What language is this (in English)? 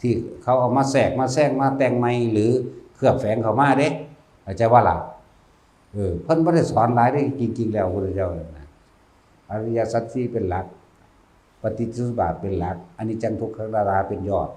Lao